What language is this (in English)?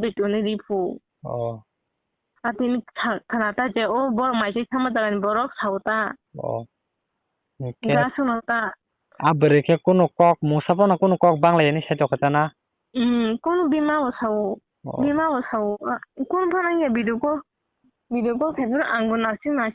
Kok Borok